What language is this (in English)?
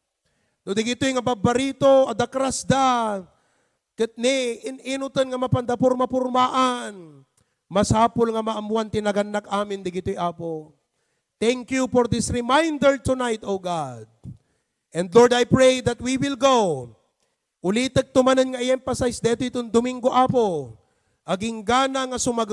Iloko